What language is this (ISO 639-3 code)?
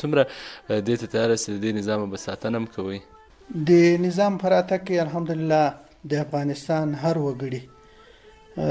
pus